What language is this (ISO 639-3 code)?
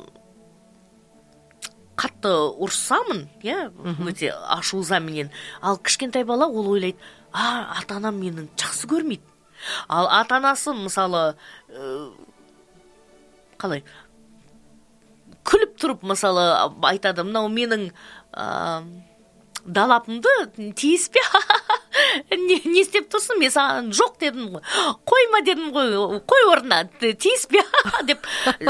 kaz